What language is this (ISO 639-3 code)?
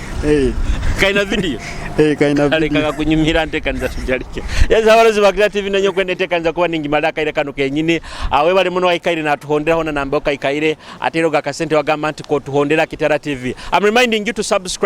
nyo